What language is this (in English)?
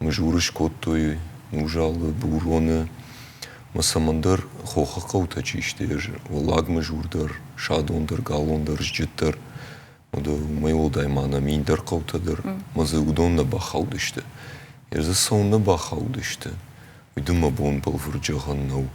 Ossetic